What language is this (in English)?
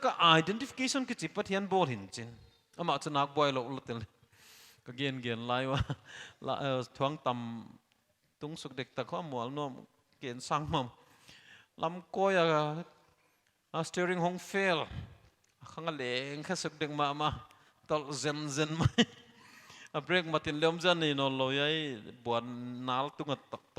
Paite Chin